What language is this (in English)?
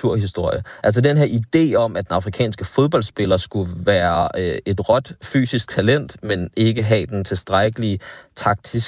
Danish